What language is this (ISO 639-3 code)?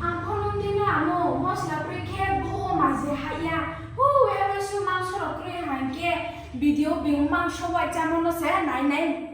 trp